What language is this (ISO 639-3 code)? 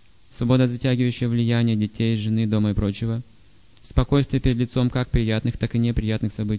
rus